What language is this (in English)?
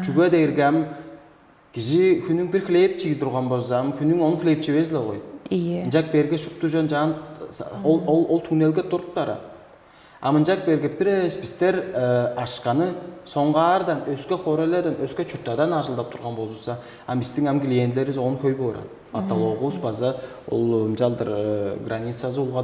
Tuvinian